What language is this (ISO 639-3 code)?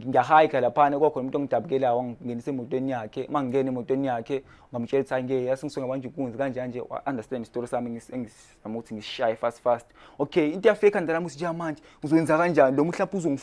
zul